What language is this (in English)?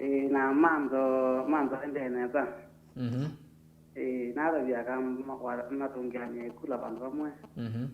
Kamba